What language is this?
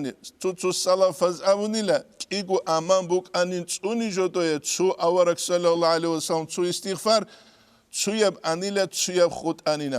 Avaric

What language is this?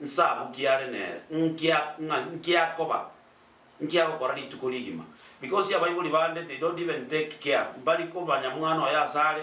Gusii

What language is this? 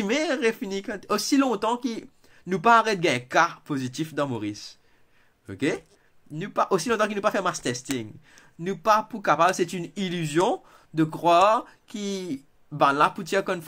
Morisyen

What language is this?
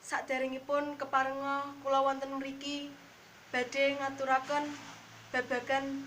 Javanese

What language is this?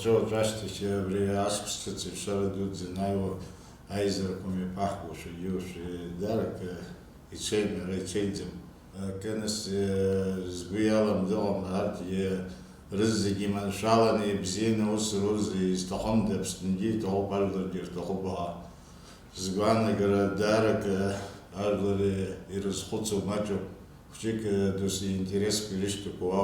Abkhazian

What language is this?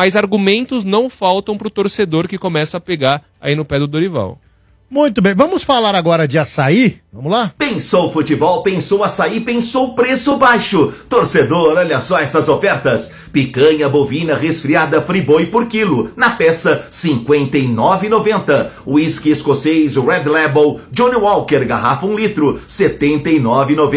Portuguese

